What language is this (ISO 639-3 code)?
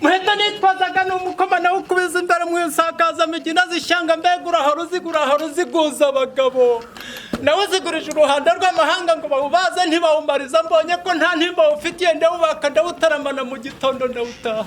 kin